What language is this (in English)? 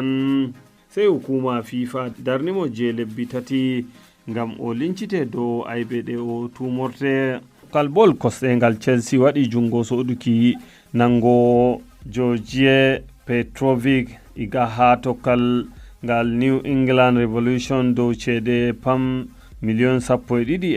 Fula